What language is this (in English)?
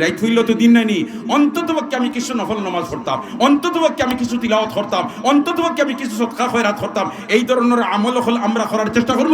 Sylheti